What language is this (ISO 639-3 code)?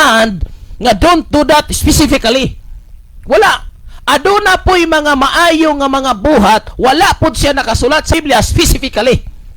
ceb